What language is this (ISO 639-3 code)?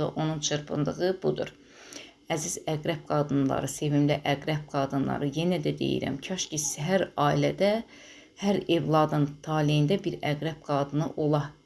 aze